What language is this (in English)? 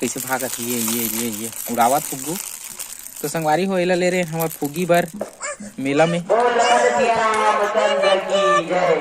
Chhattisgarhi